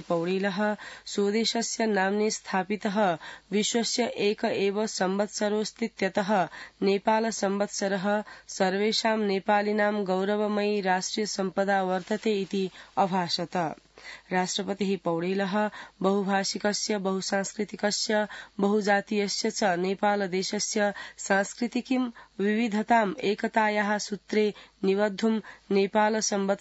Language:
Sanskrit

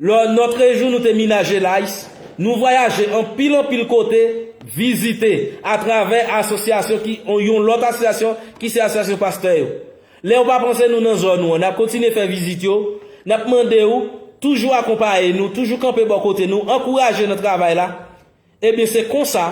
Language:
Haitian Creole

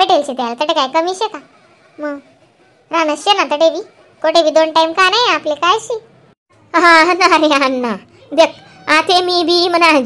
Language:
Khandesi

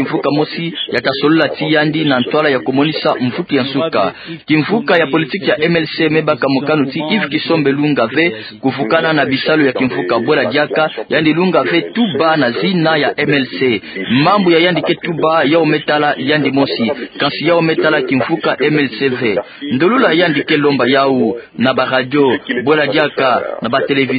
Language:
Kituba (Democratic Republic of Congo)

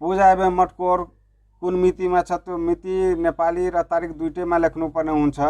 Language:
Nepali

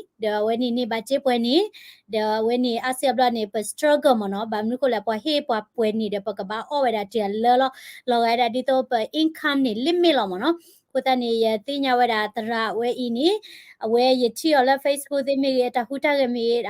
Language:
S'gaw Karen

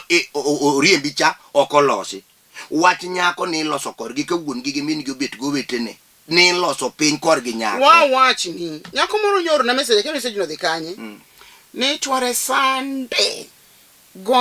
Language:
Luo (Kenya and Tanzania)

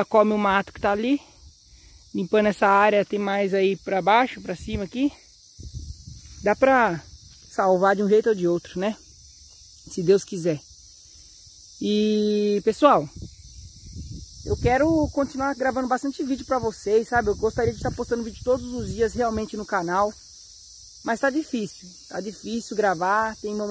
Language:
Portuguese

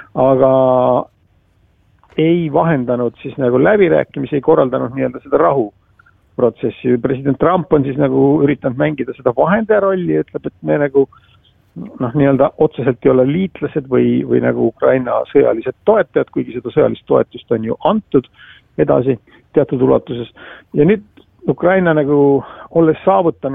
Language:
Estonian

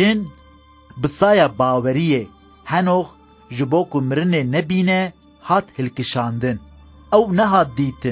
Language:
Kurdish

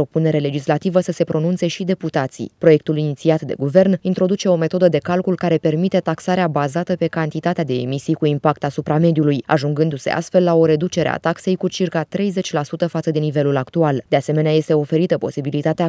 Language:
Romanian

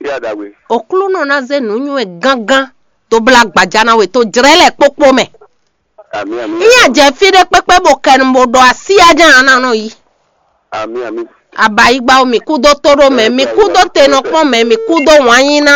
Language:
Fon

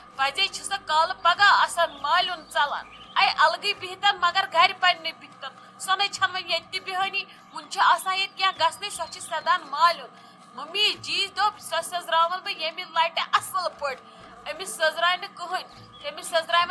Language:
Kashmiri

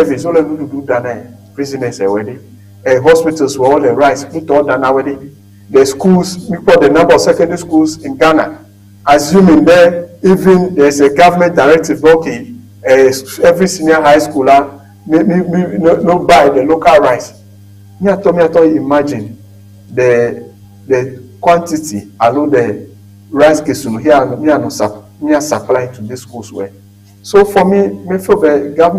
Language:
Ewe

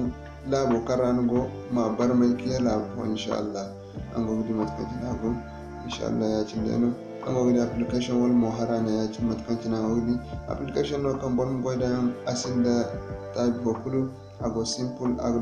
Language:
Zarma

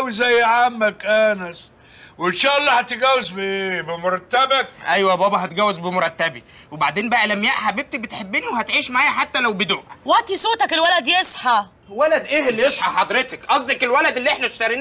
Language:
Egyptian Arabic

